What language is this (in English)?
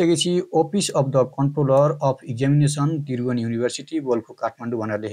Nepali